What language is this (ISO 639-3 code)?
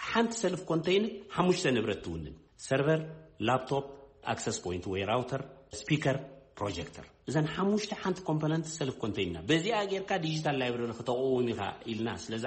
tir